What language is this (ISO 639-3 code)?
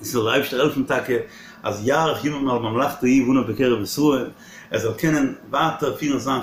yid